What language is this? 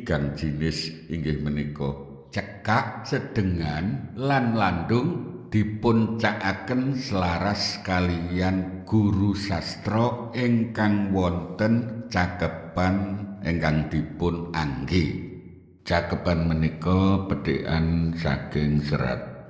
Javanese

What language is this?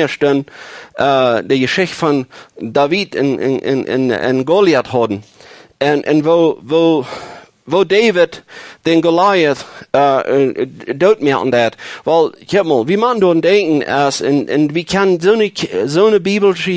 Plautdietsch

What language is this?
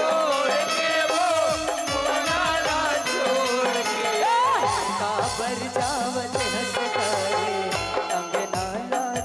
Chhattisgarhi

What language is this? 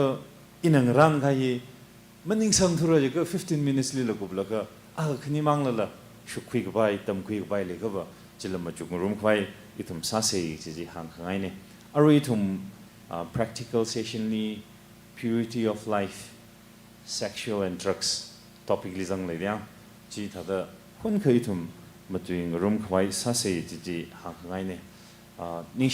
Tangkhul Naga (India)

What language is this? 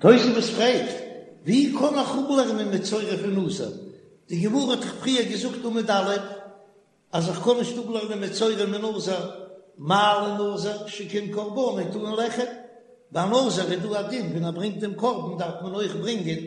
Yiddish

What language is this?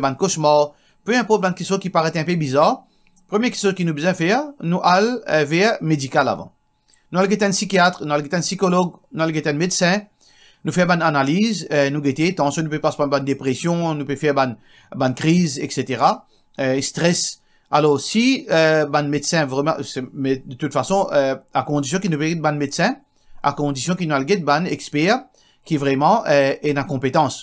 Morisyen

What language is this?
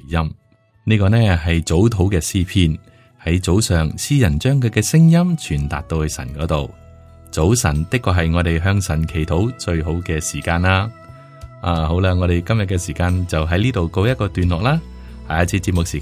Cantonese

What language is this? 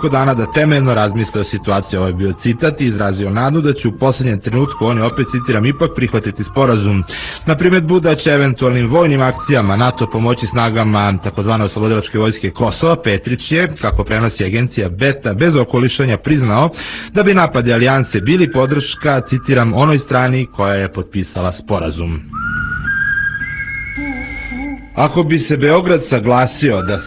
Serbian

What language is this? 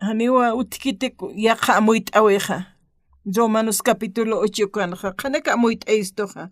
Aymara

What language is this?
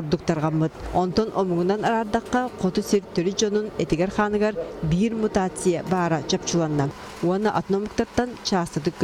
Yakut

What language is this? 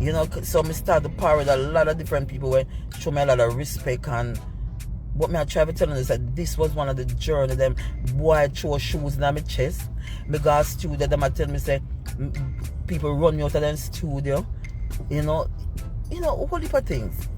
Jamaican Creole English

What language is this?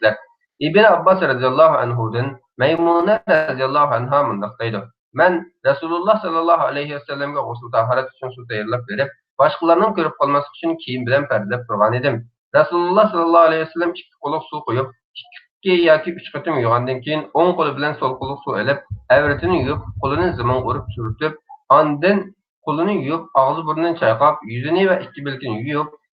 Uyghur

